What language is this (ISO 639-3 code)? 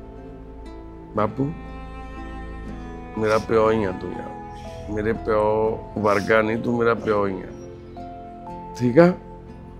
pan